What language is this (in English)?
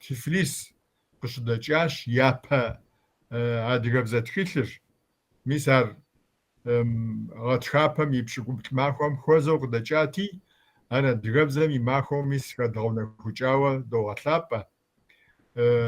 Kabardian